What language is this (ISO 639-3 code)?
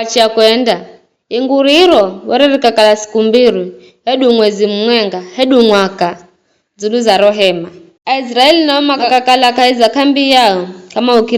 nyf